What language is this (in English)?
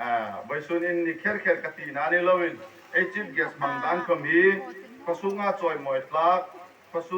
Hmar